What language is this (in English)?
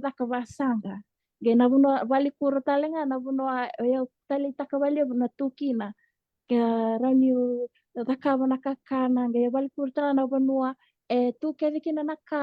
Fijian